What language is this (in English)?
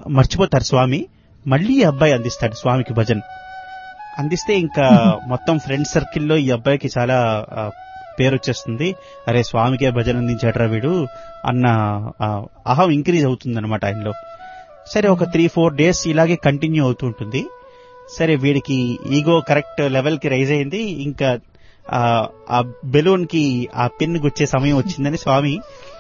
Telugu